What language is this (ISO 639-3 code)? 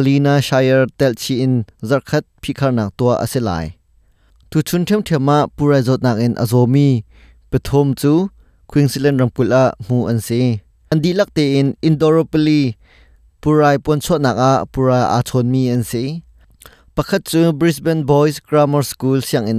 cnh